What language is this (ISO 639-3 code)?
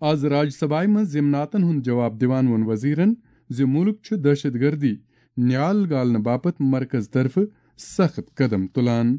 kas